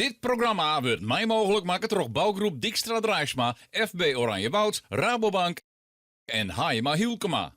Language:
Western Frisian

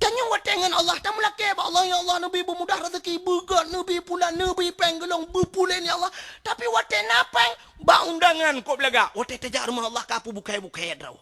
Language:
Achinese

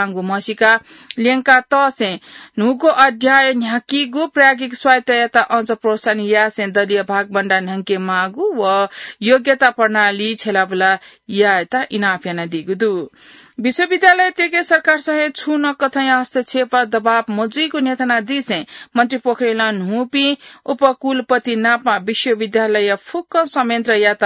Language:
Newari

